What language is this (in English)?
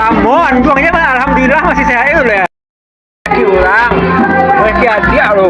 Minangkabau